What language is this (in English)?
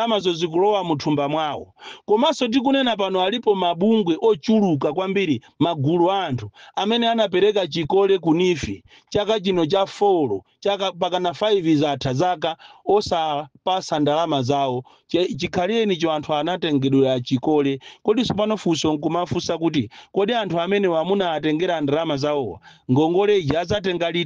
Nyanja